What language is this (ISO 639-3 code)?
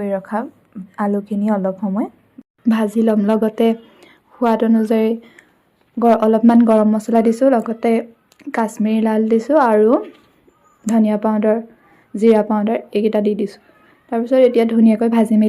asm